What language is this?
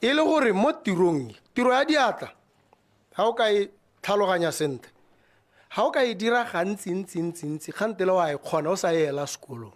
Tswana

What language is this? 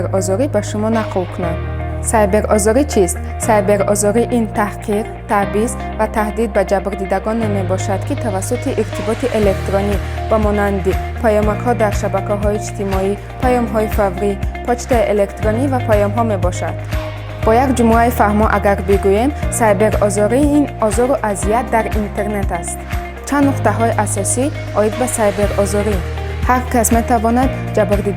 Tajik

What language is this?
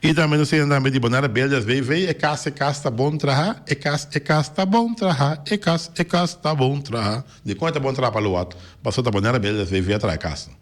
Papiamento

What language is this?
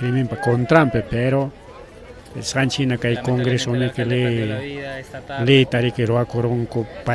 Ayacucho Quechua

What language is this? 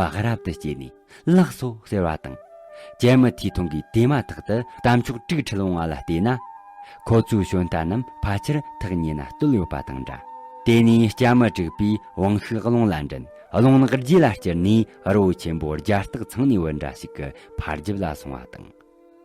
Tibetan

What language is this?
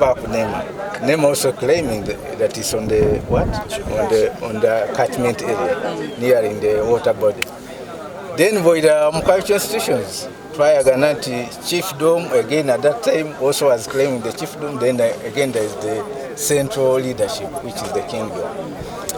Soga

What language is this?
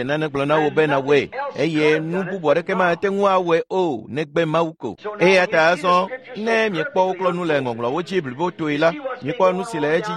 Ewe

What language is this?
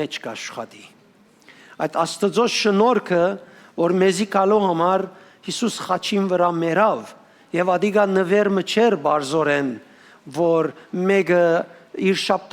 Western Armenian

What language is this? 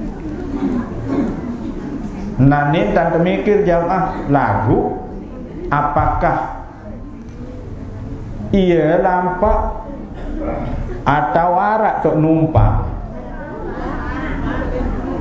Sasak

